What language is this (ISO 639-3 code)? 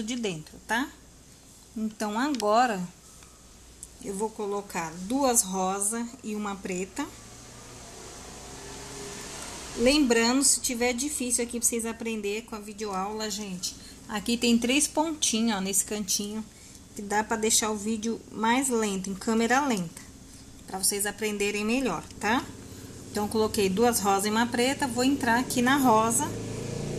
por